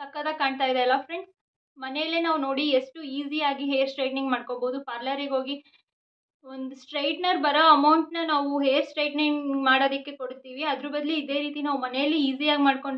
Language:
Kannada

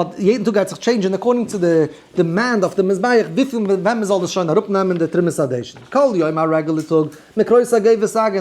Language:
Yiddish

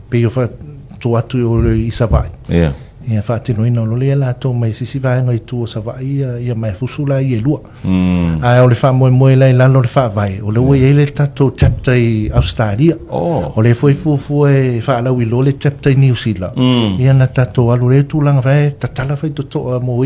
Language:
Samoan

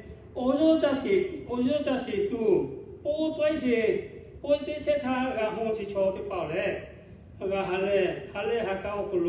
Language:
Lahu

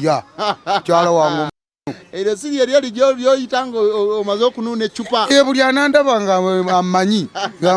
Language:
Ganda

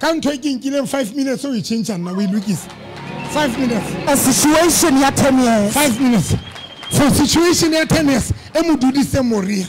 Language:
Southern Sotho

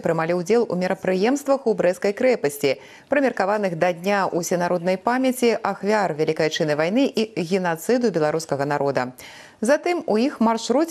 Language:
Belarusian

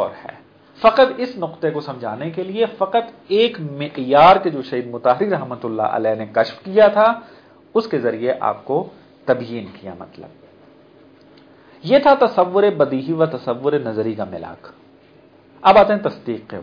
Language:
Urdu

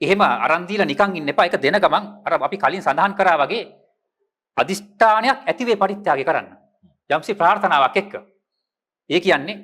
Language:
Sinhala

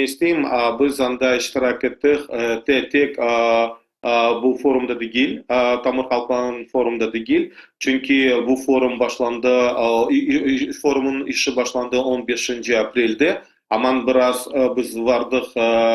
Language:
Crimean Tatar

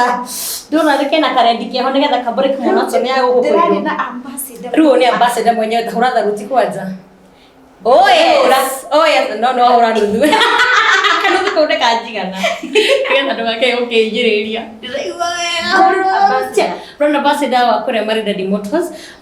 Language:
Kikuyu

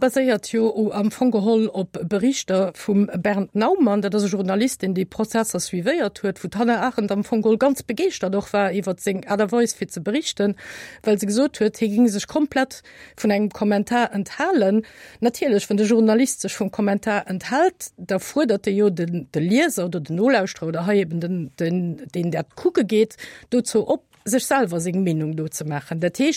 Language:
Luxembourgish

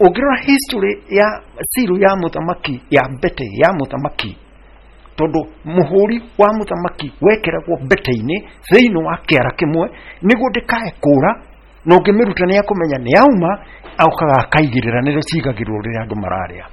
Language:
Kikuyu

